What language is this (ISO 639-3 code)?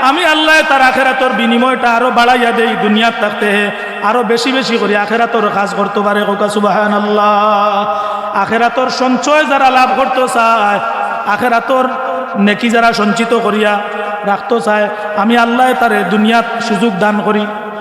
syl